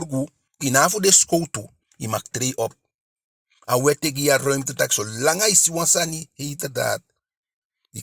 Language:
Eastern Maroon Creole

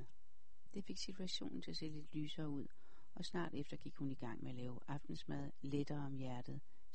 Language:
Danish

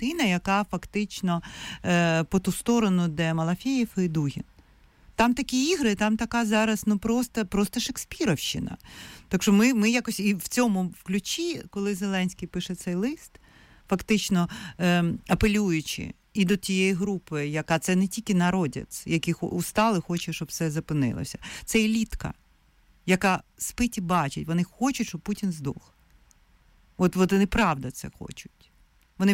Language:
Ukrainian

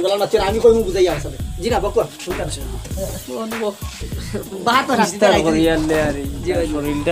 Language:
Sylheti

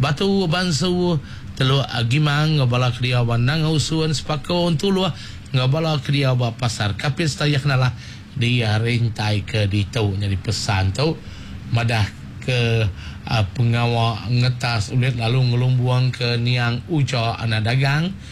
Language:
Iban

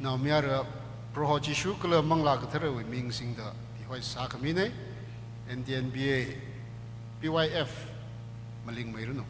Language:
Tangkhul Naga (India)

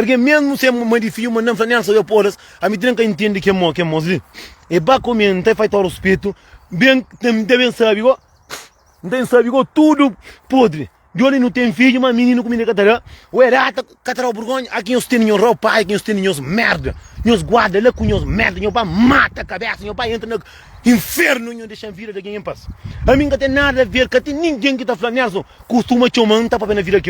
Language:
Kabuverdianu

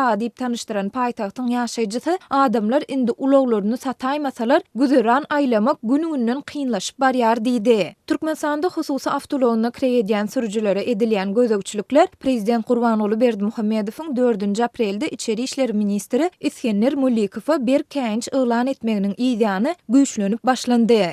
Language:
Turkmen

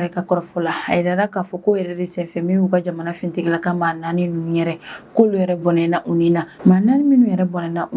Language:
Bambara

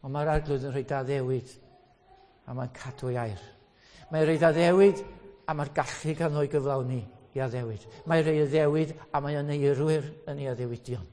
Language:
Welsh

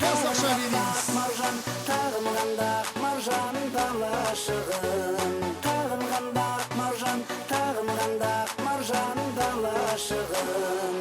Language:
Kara-Kalpak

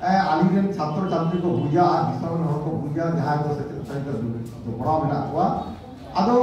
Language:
Santali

